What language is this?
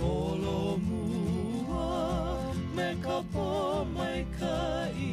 Hawaiian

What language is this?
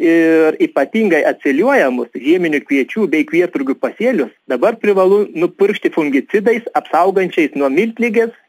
Lithuanian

